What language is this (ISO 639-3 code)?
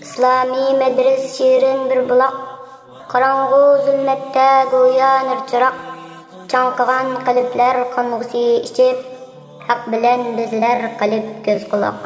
uig